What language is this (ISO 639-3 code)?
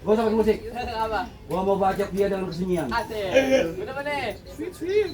bew